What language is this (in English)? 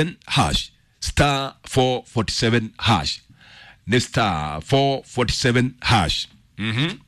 Kikuyu